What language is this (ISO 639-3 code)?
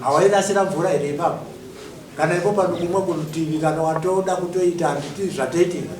sna